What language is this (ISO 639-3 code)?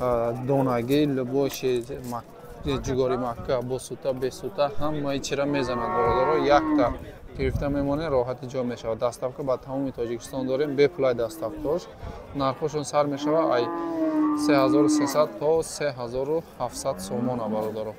tgk